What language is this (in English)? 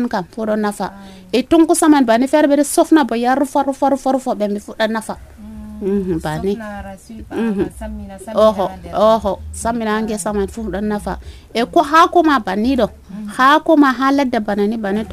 Nigerian Fulfulde